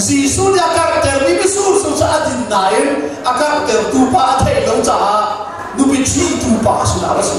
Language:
Hakha Chin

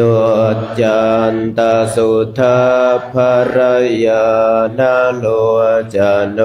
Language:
Pali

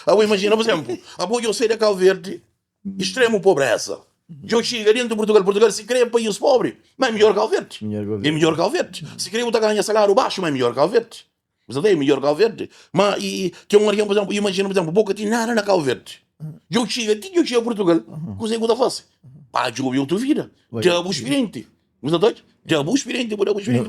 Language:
Kabuverdianu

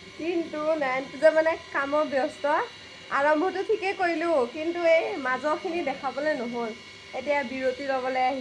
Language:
Assamese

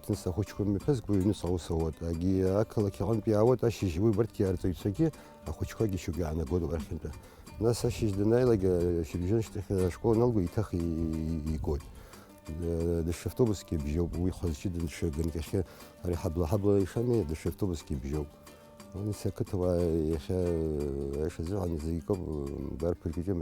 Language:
Abkhazian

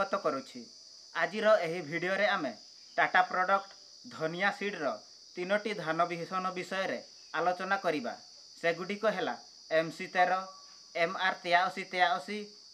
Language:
Odia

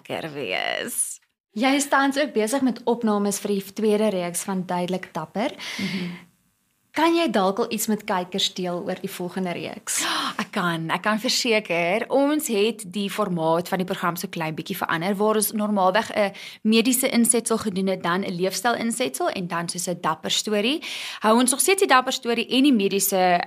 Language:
Afrikaans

